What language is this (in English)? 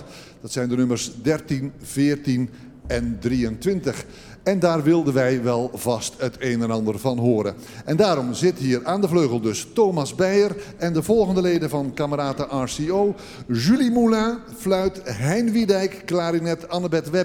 Dutch